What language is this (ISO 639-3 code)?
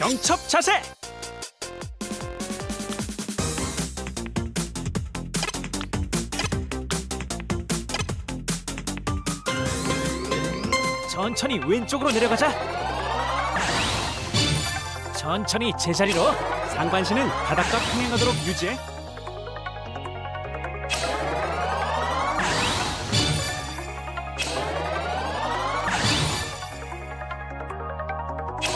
kor